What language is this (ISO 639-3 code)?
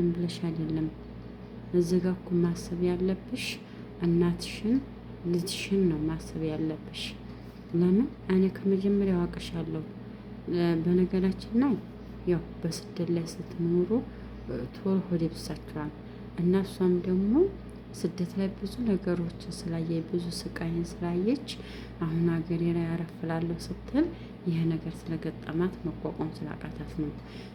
amh